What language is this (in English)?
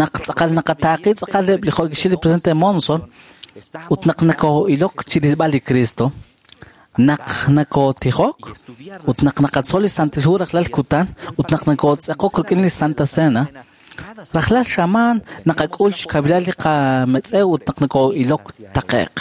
Kekchí